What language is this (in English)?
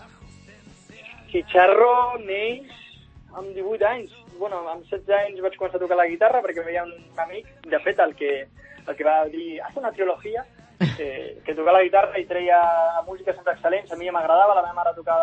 Catalan